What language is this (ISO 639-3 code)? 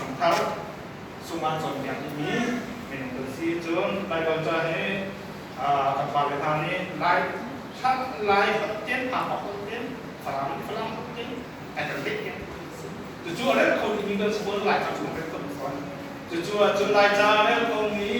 cnh